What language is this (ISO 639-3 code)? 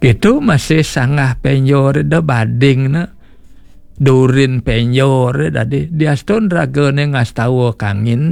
ban